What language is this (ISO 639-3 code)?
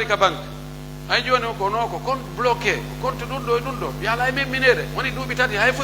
fuf